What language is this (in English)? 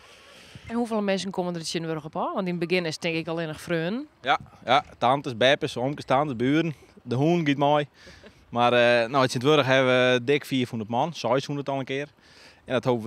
Western Frisian